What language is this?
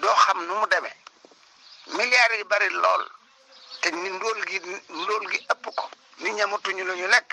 Wolof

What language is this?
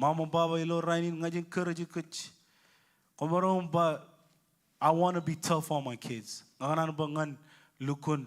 Marshallese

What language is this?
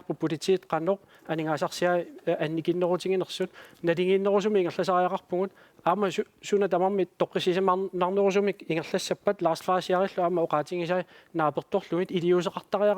Kalaallisut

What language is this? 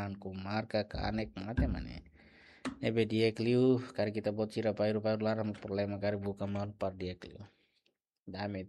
Tetum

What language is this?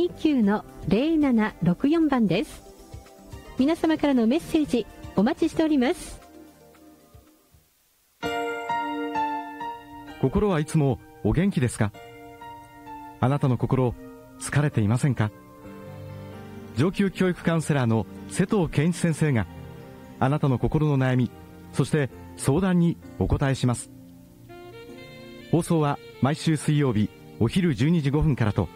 Japanese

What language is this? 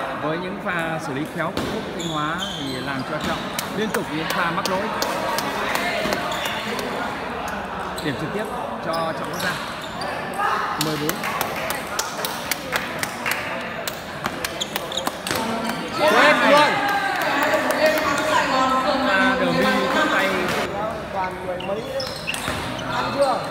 Vietnamese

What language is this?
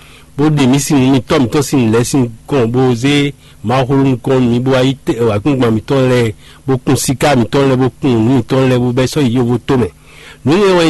Fon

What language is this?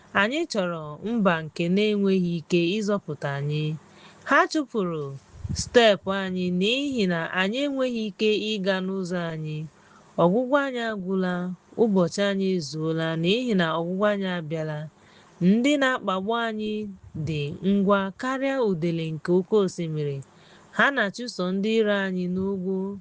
Igbo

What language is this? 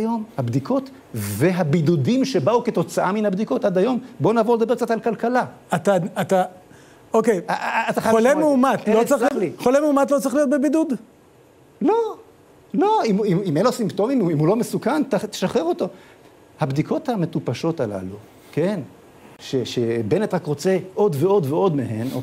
Hebrew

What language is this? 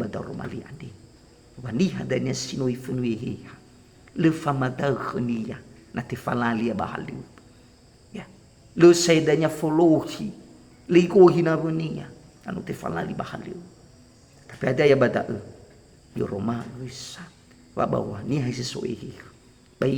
Nias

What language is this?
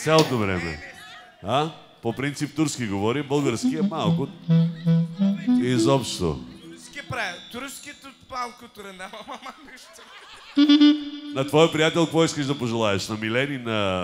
Bulgarian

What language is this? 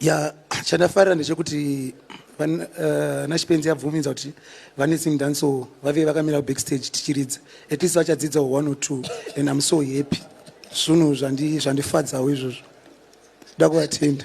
Shona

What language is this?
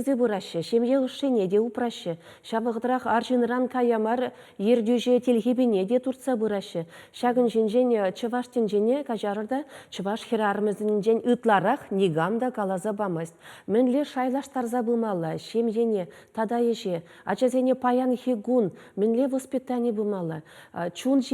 Chuvash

